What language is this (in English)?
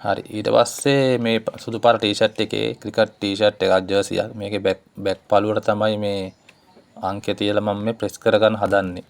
Sinhala